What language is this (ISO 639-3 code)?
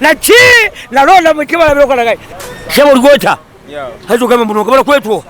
nyn